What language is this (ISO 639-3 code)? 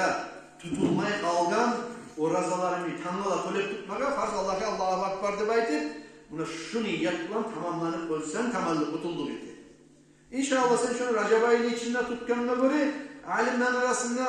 kum